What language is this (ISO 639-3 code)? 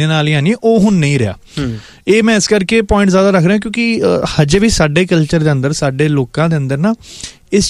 pan